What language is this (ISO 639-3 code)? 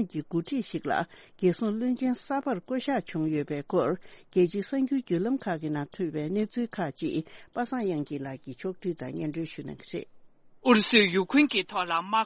bod